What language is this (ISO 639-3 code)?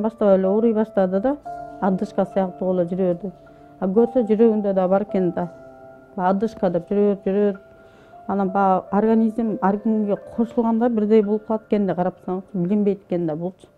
kir